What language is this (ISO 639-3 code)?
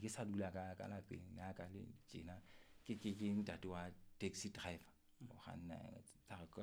sot